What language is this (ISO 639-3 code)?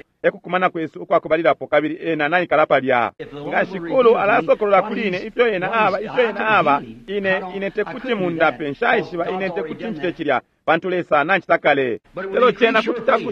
bem